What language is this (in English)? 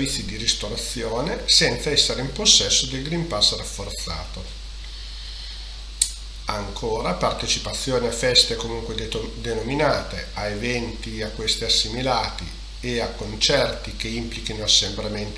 Italian